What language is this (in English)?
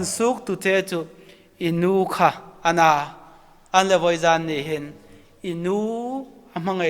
Hmar